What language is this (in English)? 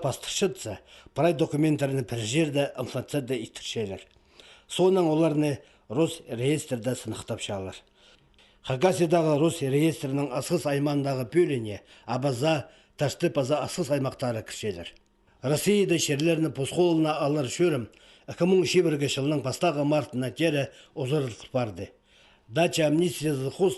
Khakas